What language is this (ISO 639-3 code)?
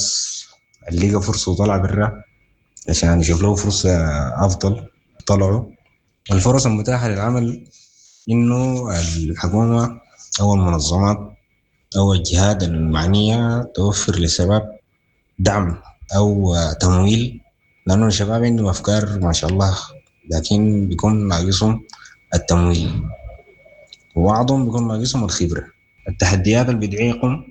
apd